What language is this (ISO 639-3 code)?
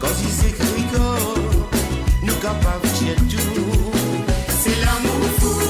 mfe